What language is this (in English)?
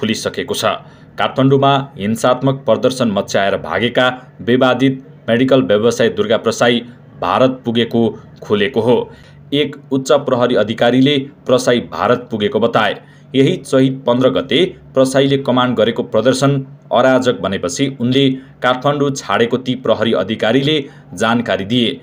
Nepali